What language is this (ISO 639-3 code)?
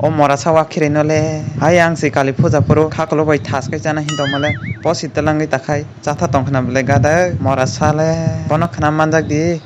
trp